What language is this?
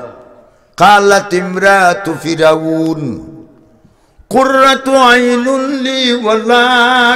Sylheti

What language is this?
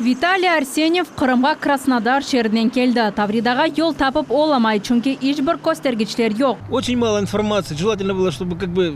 Crimean Tatar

